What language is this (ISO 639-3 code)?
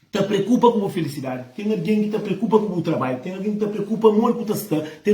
kea